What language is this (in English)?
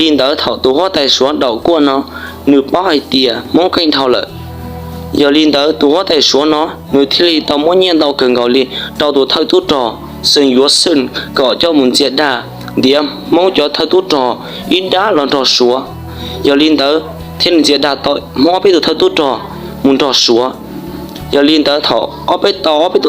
Hmong